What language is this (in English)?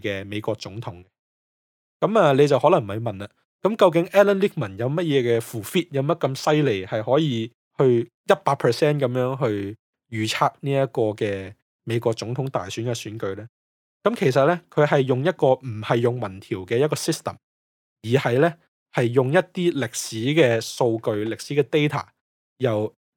Cantonese